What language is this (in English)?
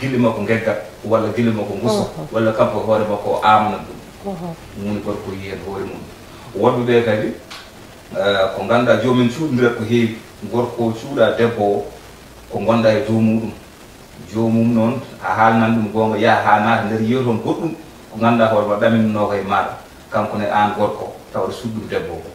Fula